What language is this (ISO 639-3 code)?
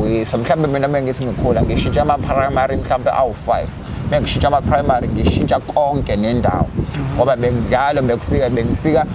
zul